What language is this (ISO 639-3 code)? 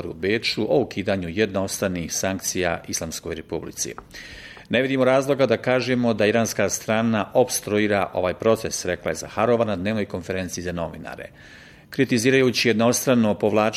bos